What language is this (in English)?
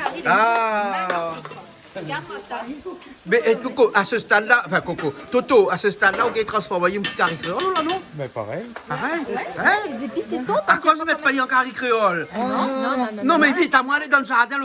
Réunion Creole French